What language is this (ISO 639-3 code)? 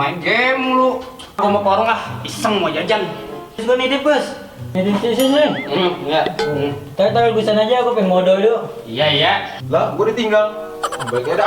bew